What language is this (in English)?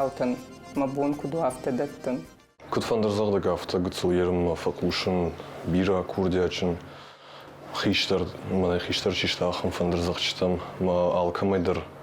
Ossetic